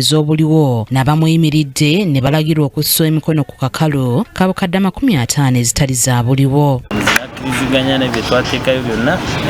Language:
Ganda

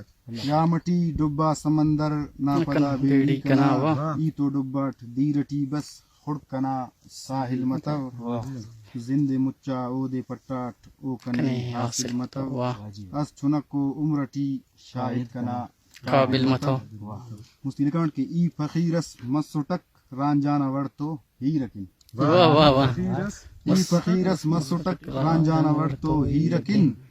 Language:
Brahui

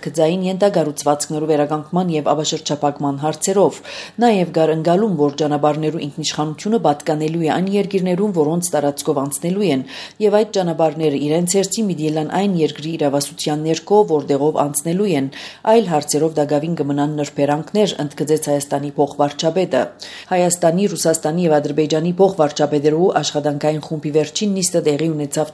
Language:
Armenian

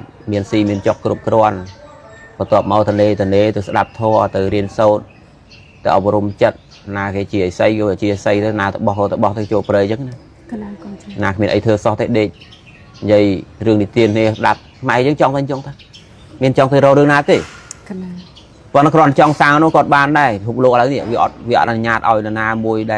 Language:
Khmer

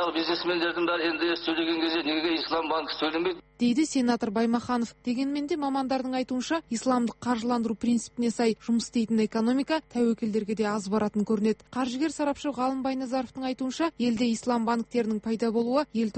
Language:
Kazakh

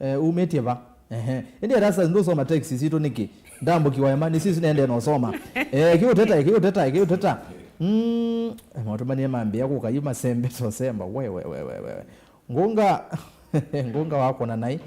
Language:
Kamba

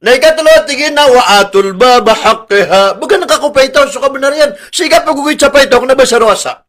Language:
Maranao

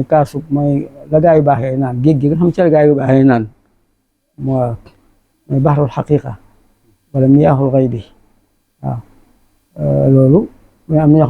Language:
Wolof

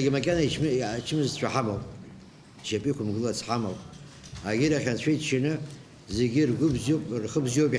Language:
Abkhazian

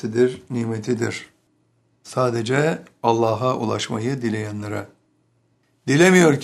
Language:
Turkish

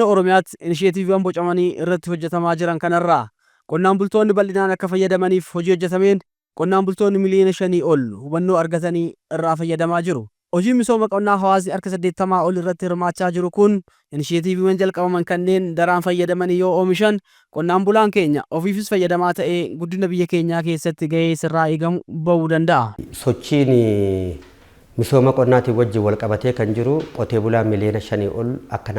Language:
Oromo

